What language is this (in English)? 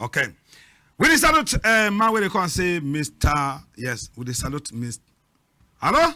Cameroon Pidgin